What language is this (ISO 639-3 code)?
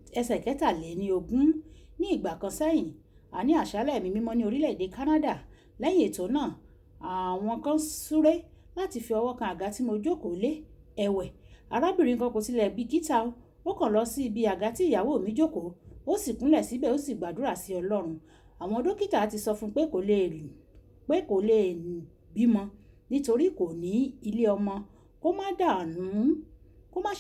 yor